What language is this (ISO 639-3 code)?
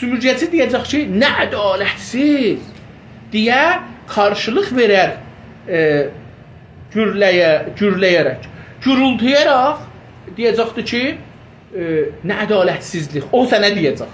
azb